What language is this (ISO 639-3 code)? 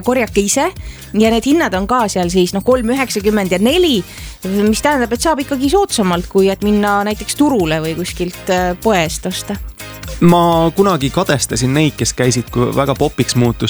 est